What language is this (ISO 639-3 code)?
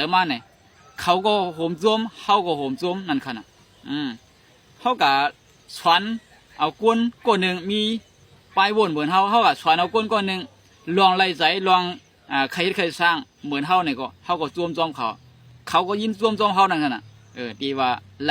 shn